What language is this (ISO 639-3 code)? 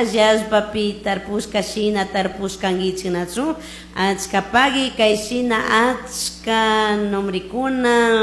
qug